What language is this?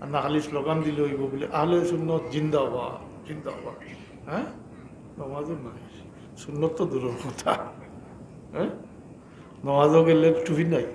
Sylheti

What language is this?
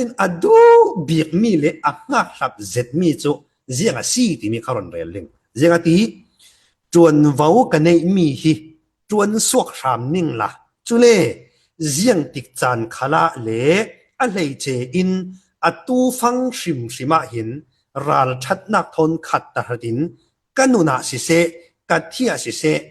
Falam Chin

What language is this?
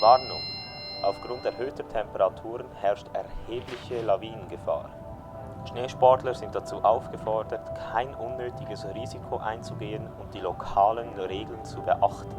Swiss German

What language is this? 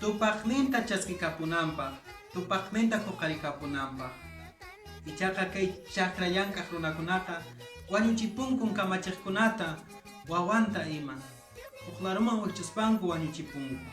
Quechua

